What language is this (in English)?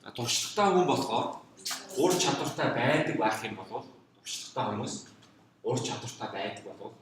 Mongolian